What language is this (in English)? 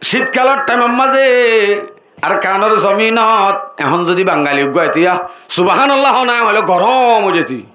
Rohingya